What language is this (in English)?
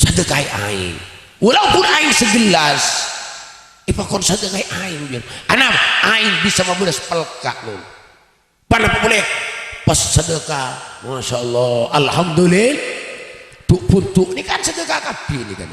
Madurese